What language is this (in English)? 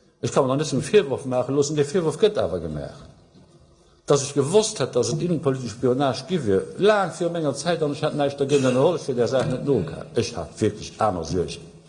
Luxembourgish